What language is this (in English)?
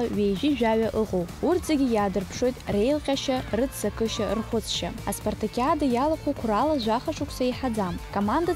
Abkhazian